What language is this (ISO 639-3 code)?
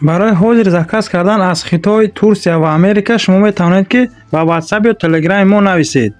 tgk